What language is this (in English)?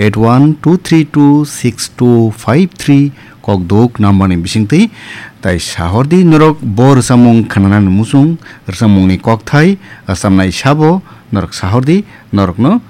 Kok Borok